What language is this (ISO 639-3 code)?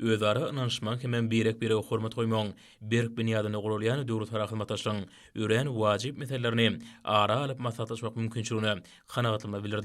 tuk